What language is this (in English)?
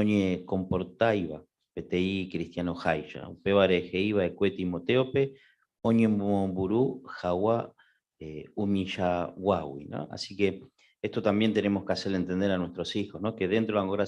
Guarani